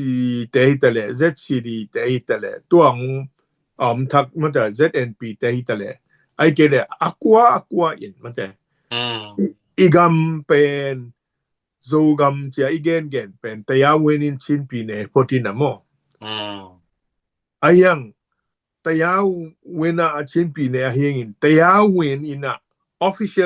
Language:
Tedim Chin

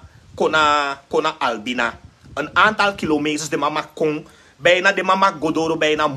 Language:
Sranan Tongo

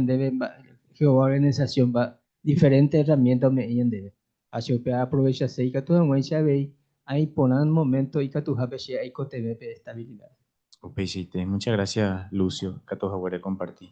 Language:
Guarani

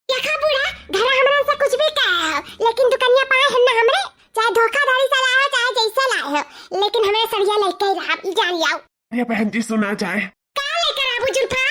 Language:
Awadhi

